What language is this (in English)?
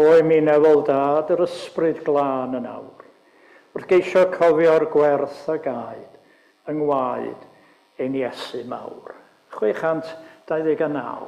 Welsh